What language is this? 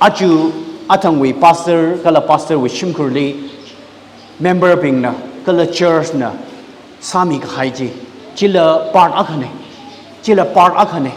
Tangkhul Naga (India)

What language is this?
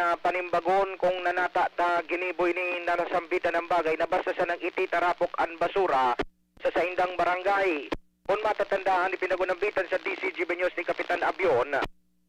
Bikol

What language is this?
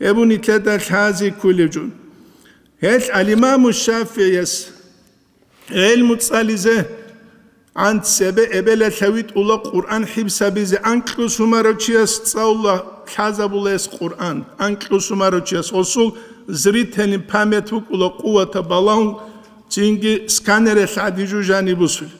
Avaric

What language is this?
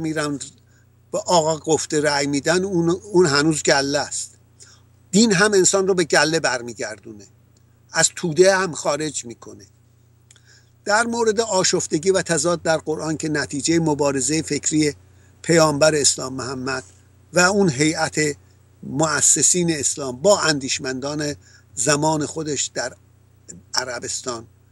Persian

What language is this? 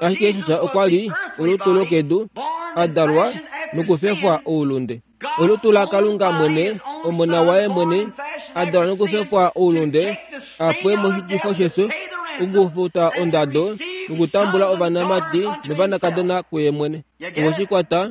Kuanyama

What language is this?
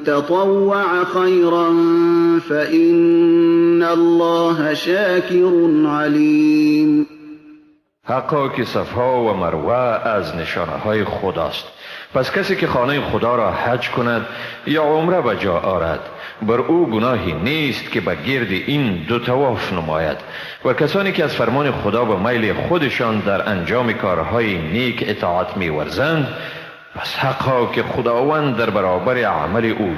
Persian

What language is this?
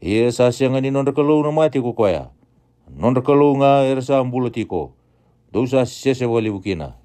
Fijian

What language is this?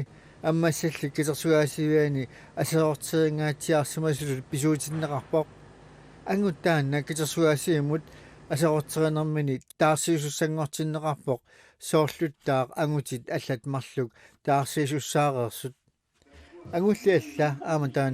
Kalaallisut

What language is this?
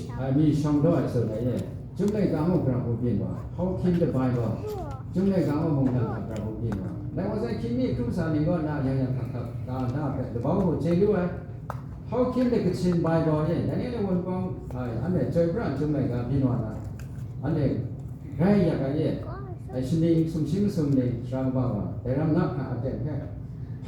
Kachin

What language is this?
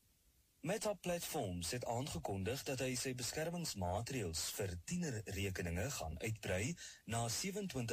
Afrikaans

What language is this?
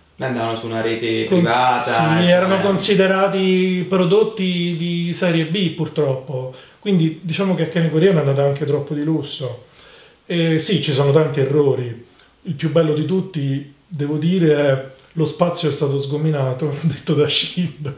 Italian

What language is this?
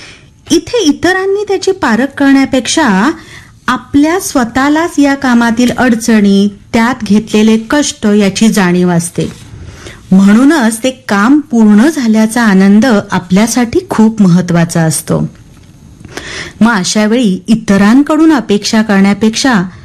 Marathi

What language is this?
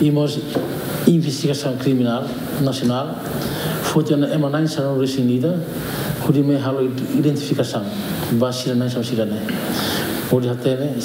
Tetum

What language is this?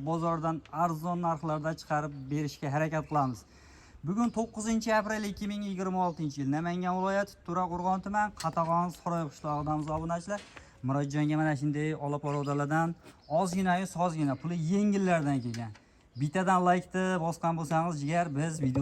Uzbek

